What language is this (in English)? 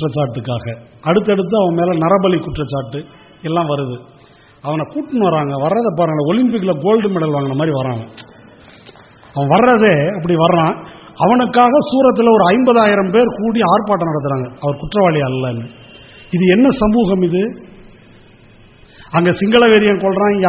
Tamil